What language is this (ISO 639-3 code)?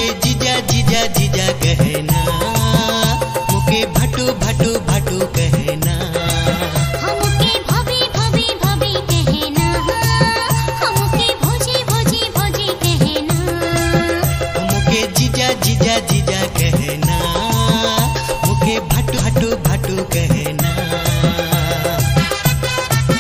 sck